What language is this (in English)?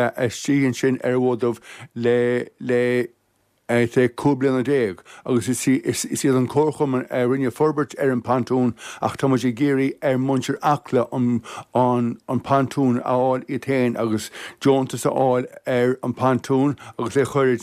Irish